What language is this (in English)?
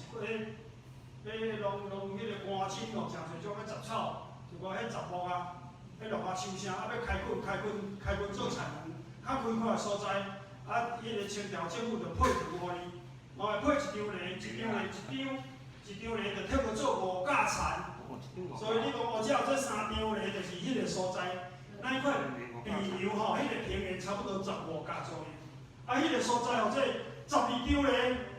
Min Nan Chinese